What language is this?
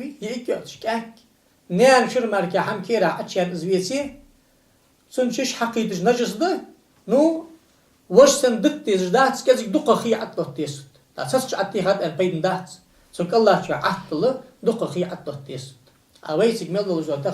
Ingush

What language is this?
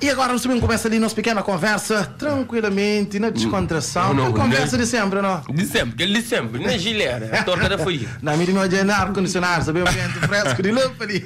Kabuverdianu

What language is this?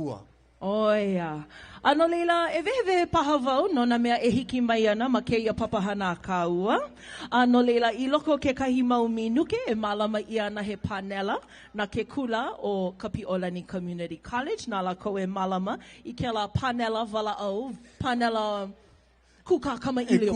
Hawaiian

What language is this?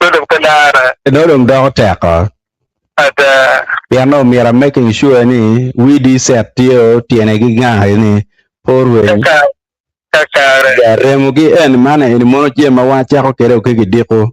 Acoli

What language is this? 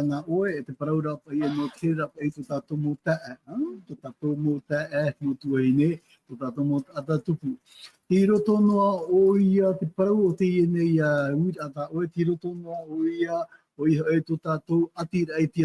Tahitian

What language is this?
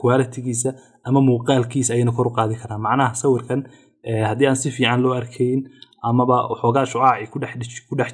Somali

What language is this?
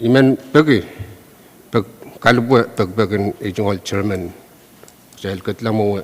Pohnpeian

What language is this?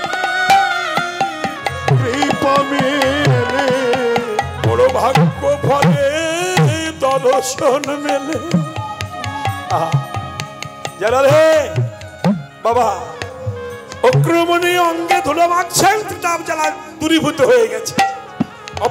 Bangla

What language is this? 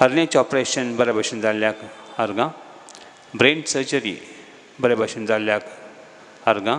Konkani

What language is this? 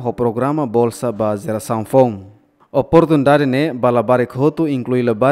Tetum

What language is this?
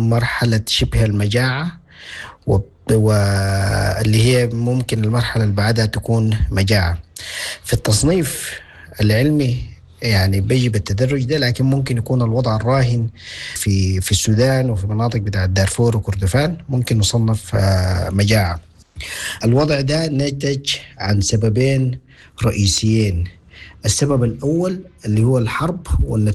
Sudanese Arabic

